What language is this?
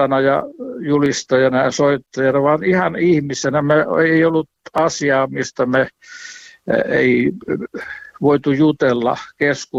Finnish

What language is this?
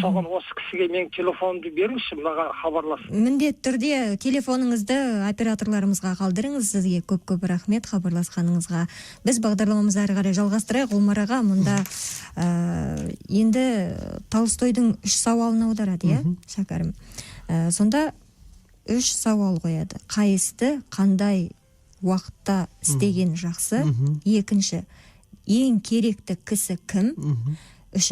Kazakh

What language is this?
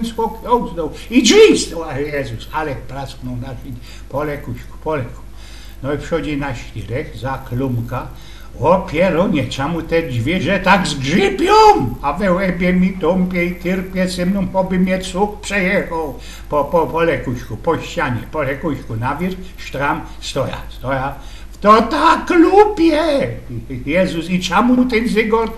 Silesian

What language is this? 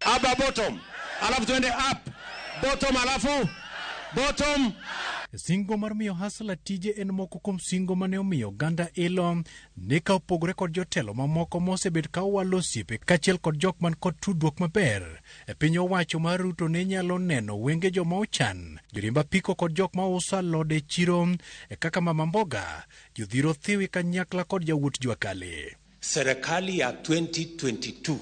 Luo (Kenya and Tanzania)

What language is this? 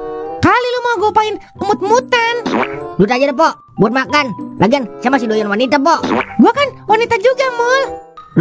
Betawi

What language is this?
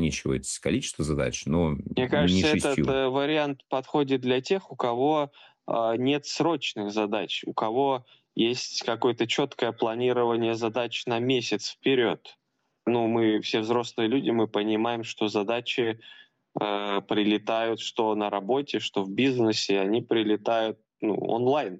Russian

